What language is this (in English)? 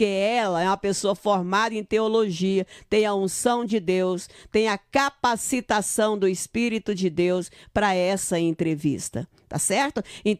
Portuguese